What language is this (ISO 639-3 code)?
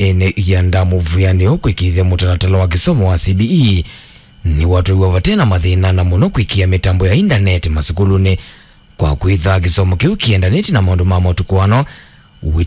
kam